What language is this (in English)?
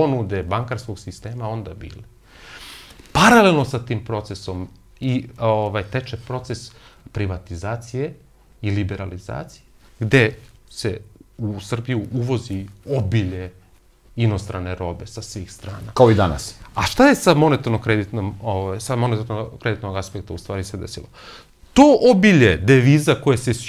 Serbian